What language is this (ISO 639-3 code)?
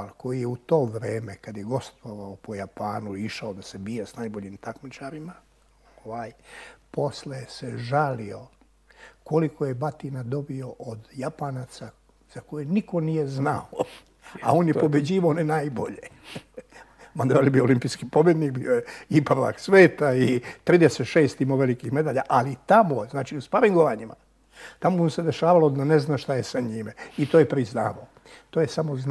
srp